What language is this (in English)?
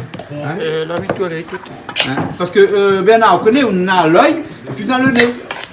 Réunion Creole French